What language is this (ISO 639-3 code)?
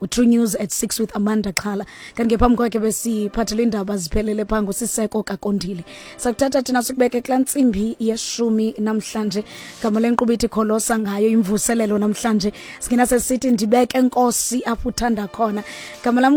xho